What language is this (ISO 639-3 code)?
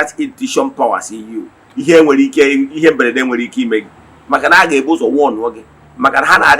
ibo